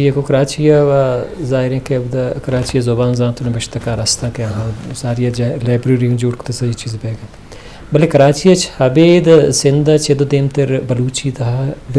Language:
Eastern Balochi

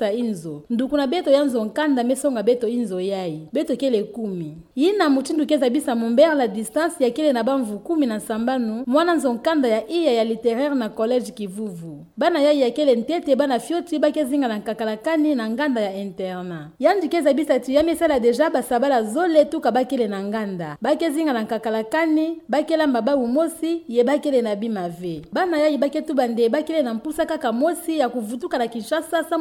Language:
Kituba (Democratic Republic of Congo)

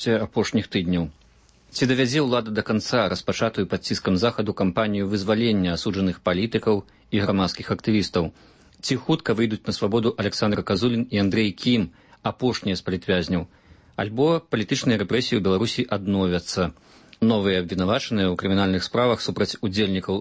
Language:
Belarusian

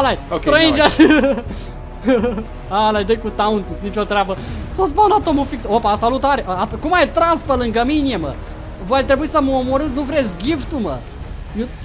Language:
Romanian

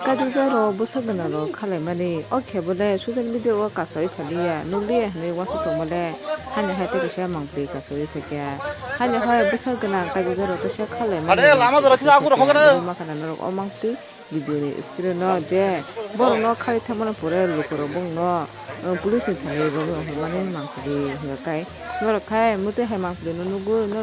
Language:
Kok Borok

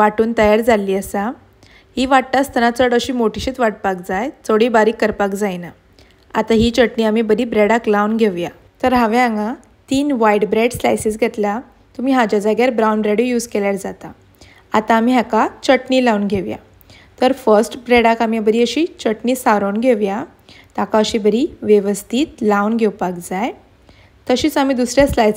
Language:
Konkani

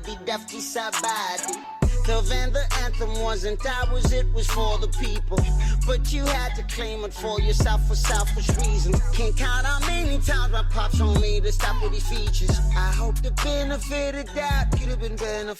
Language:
Venda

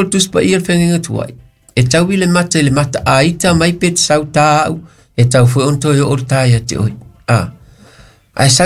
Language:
Samoan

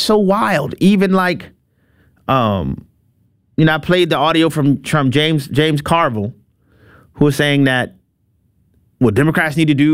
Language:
English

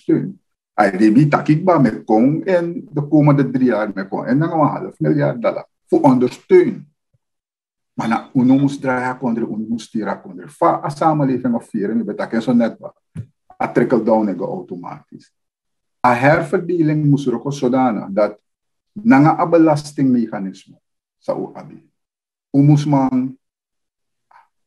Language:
Dutch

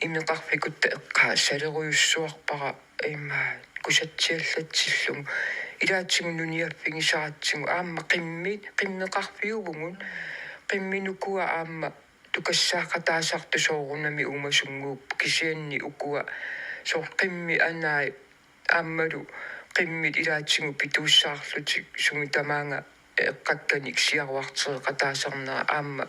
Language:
Kalaallisut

